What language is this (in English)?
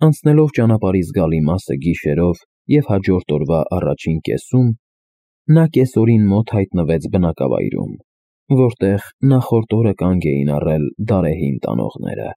Armenian